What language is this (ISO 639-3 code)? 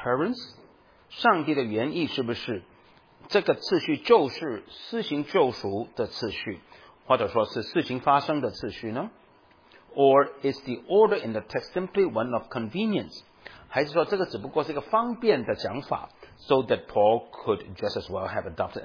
zho